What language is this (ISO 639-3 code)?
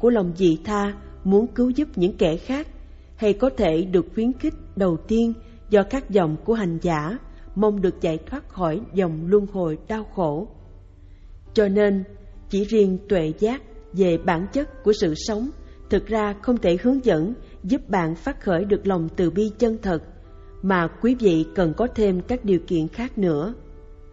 vie